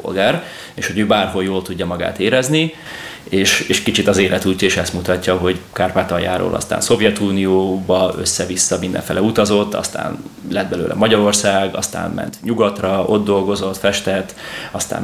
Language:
Hungarian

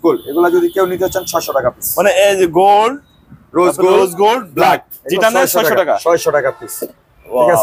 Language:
Bangla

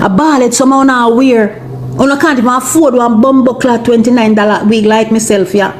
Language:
Jamaican Creole English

